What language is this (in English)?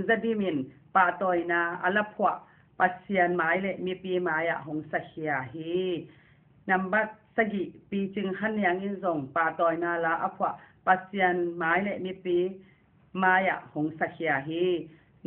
Tedim Chin